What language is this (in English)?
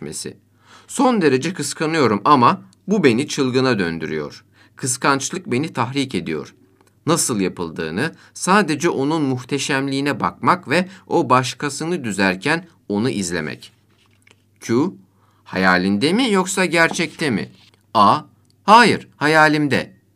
Turkish